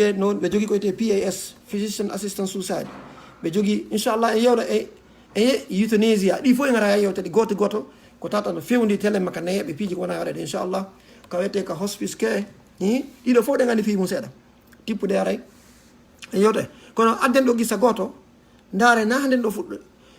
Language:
Fula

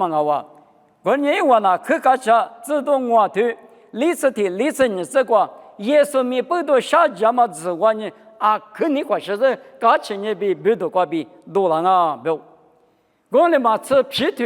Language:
Lisu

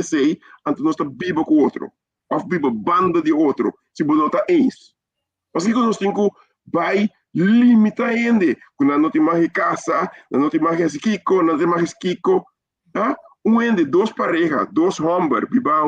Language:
Papiamento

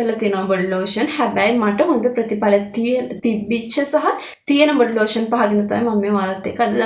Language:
Sinhala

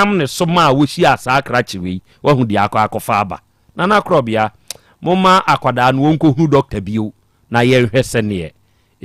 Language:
Akan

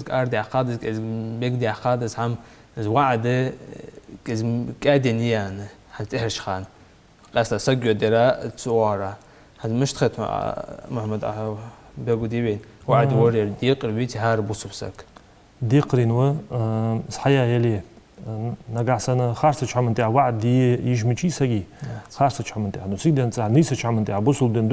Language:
Ingush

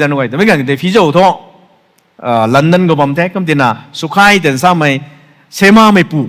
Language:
Rongmei Naga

